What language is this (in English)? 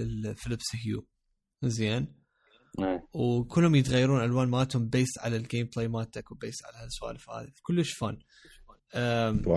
Mesopotamian Arabic